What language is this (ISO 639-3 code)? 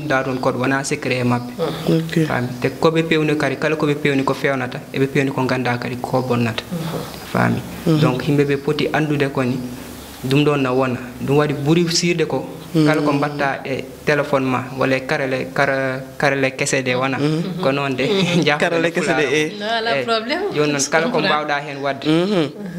ful